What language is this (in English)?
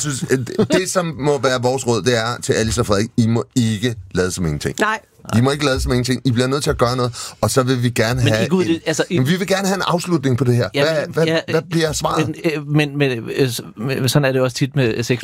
Danish